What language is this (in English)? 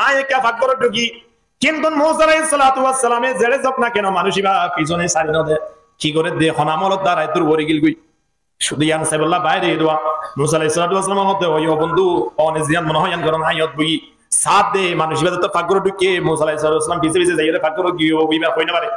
Rohingya